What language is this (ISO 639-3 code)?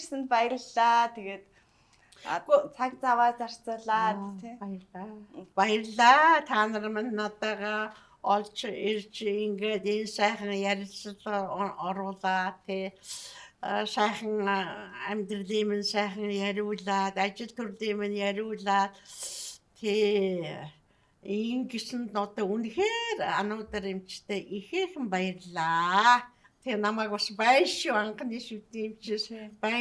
mon